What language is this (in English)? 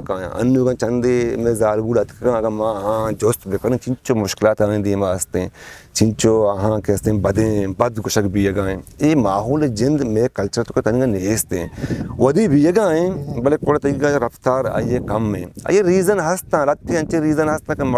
Eastern Balochi